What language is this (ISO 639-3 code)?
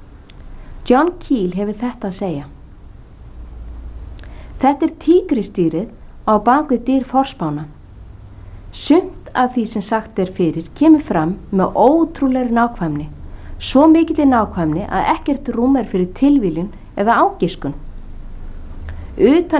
isl